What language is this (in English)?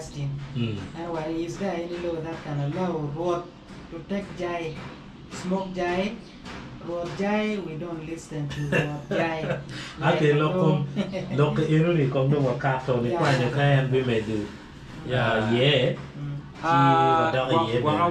Acoli